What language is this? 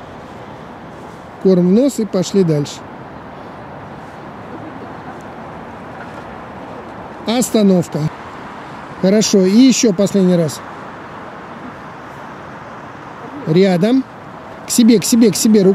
Russian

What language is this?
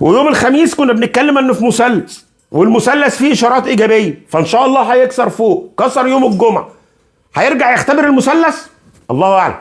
Egyptian Arabic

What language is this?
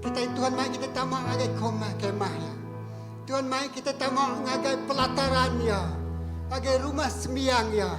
Iban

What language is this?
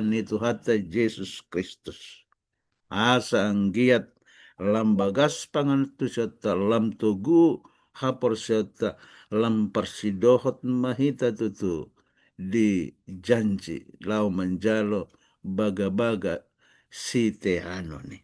Batak Toba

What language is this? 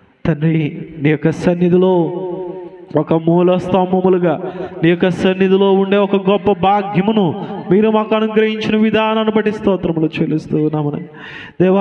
Telugu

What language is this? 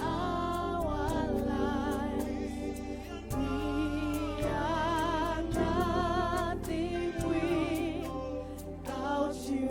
Venda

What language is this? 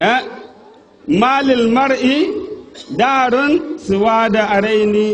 Zarma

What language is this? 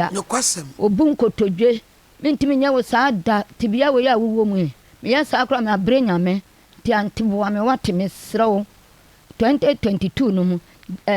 Akan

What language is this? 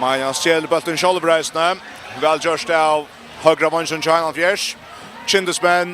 Faroese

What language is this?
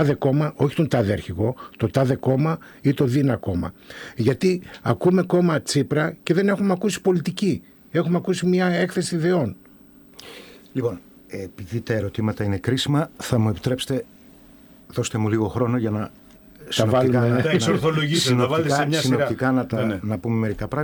Greek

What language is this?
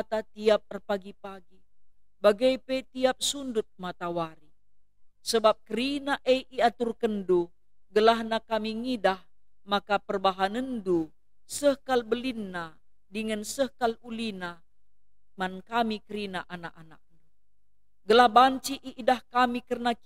Batak Karo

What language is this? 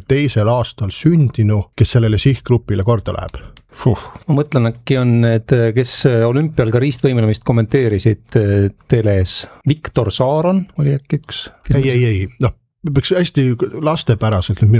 Estonian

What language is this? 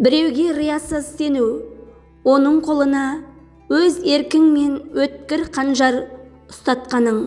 Kazakh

